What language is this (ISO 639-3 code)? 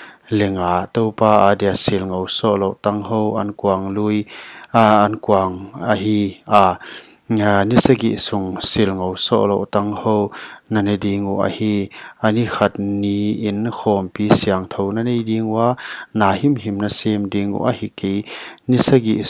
pck